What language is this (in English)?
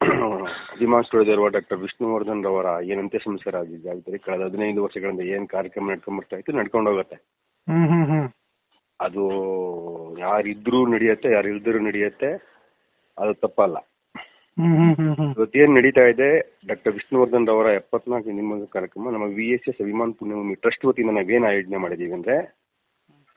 Kannada